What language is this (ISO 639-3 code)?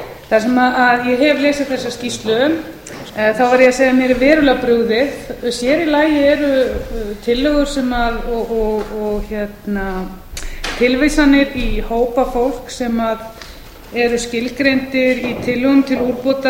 isl